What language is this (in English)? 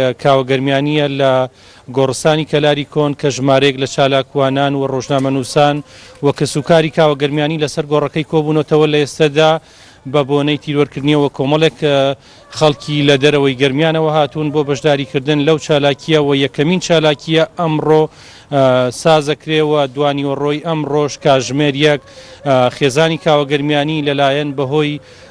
Central Kurdish